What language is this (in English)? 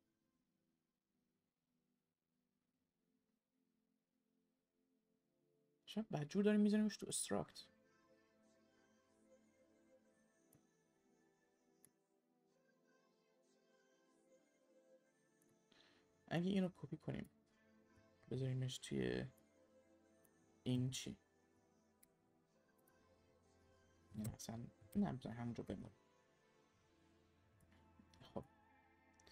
Persian